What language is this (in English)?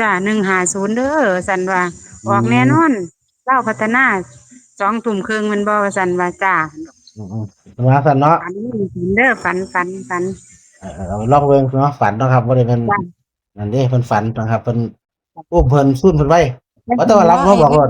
Northeastern Thai